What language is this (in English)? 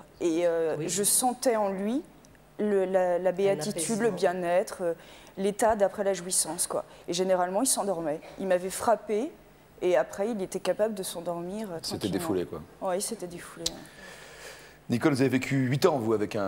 French